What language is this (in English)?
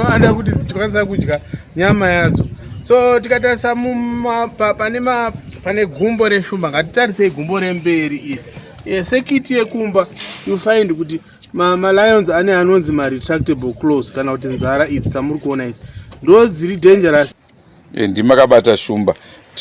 Shona